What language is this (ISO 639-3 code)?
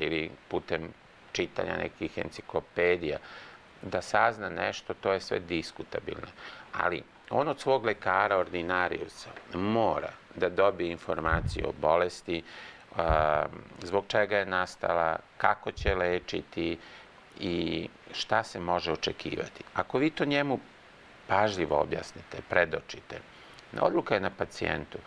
srp